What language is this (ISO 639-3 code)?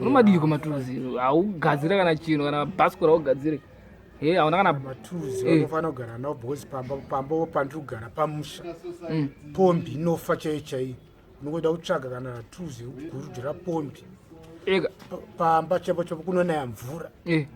sna